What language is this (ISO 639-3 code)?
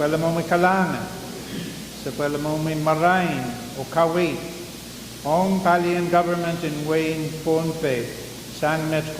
pon